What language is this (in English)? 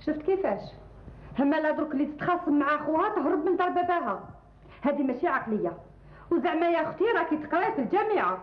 Algerian Arabic